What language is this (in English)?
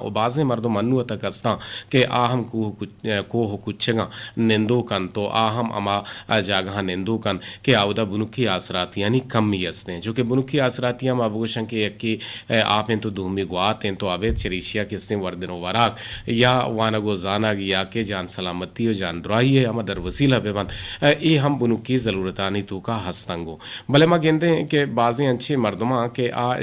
Eastern Balochi